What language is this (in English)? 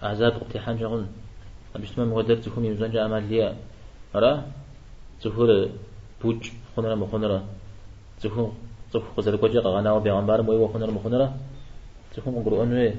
Kabardian